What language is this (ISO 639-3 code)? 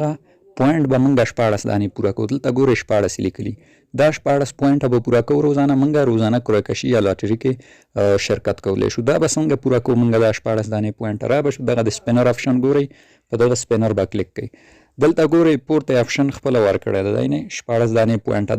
pus